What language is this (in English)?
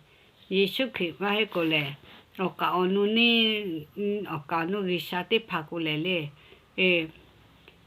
Lahu